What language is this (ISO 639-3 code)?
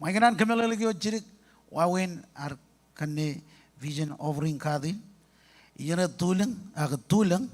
mah